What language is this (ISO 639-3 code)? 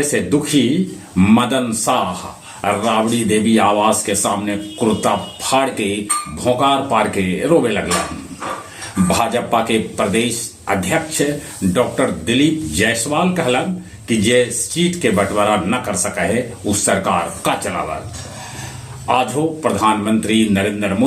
mag